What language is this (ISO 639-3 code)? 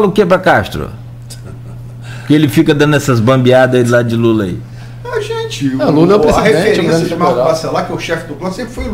por